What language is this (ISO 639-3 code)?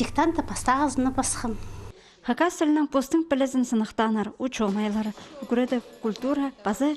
kjh